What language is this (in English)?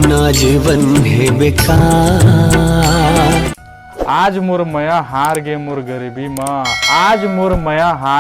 Chhattisgarhi